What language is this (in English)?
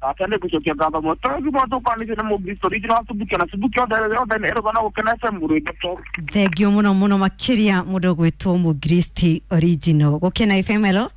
Kikuyu